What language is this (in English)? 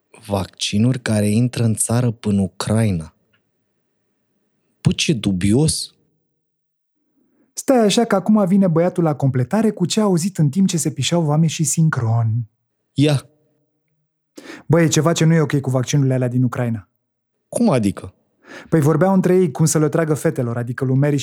Romanian